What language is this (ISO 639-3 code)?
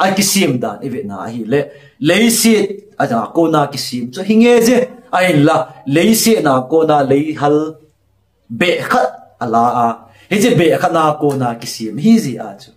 tcz